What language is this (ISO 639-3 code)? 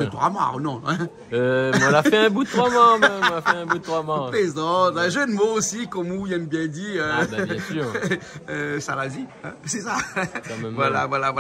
rcf